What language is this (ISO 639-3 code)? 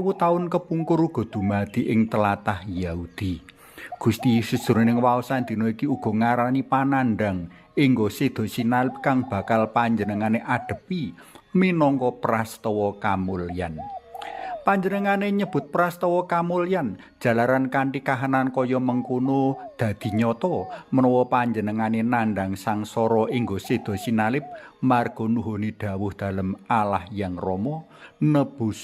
jav